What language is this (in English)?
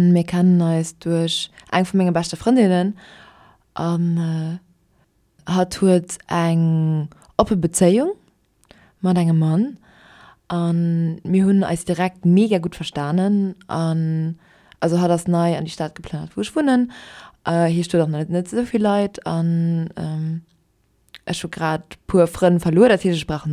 Luxembourgish